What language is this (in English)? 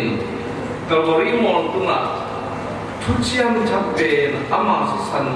Tedim Chin